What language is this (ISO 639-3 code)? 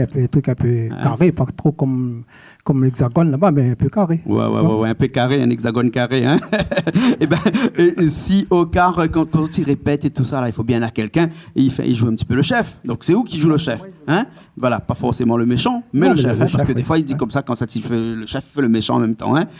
rcf